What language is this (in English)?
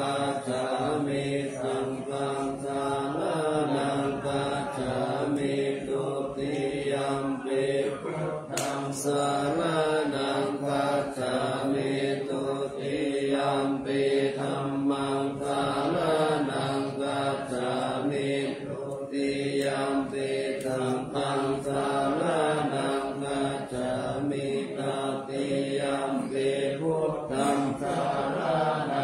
Pali